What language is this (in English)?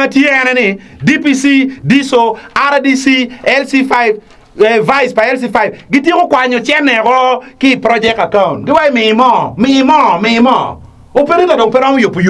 Acoli